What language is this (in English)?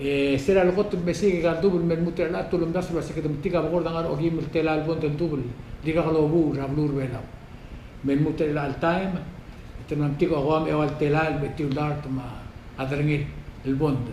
Palauan